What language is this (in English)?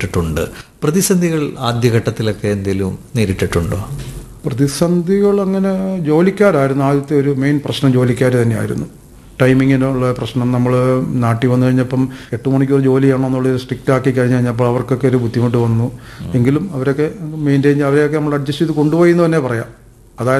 Malayalam